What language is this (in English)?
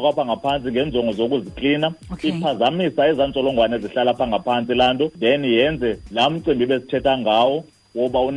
Xhosa